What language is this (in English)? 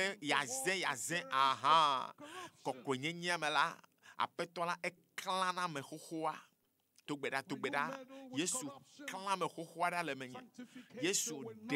Ewe